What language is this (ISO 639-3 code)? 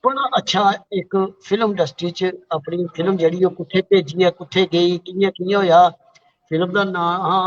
doi